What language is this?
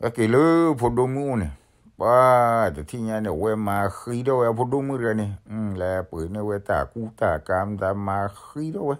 S'gaw Karen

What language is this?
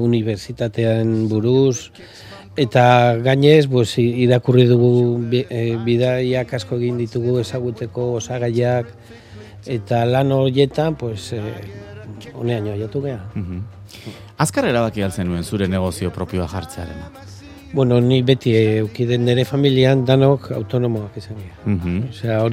Basque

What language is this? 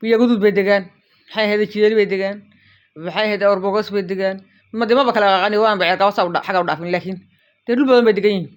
Somali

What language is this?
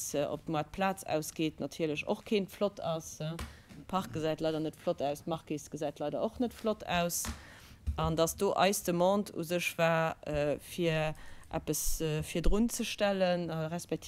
Luxembourgish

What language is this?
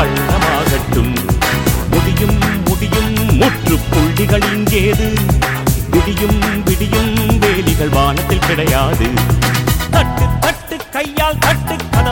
Tamil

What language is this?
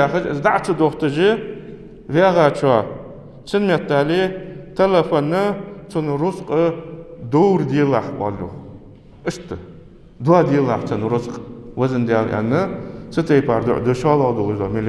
Ingush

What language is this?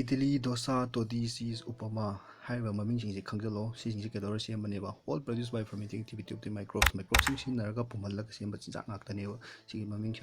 Manipuri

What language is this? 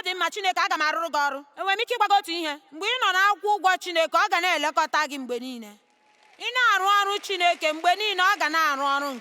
Igbo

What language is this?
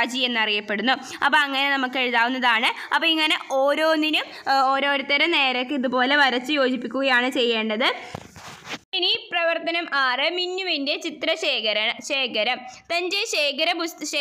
Malayalam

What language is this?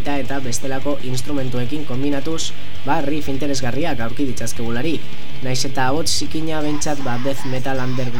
Basque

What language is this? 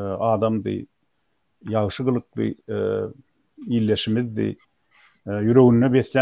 Turkmen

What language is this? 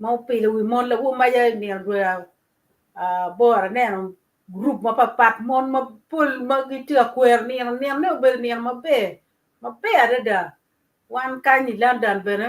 Acoli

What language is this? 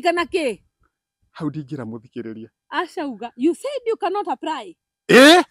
Kikuyu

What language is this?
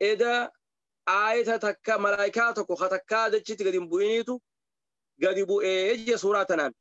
Oromo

